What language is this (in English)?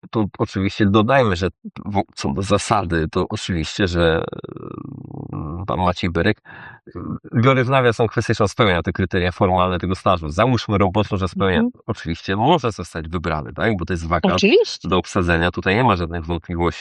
Polish